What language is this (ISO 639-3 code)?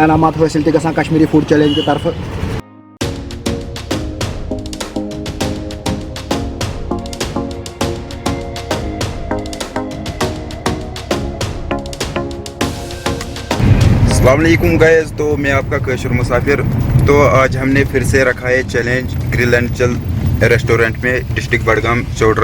kas